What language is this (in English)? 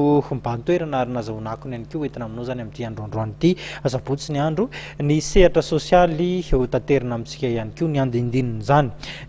Malagasy